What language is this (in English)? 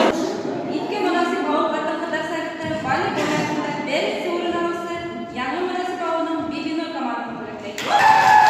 Bashkir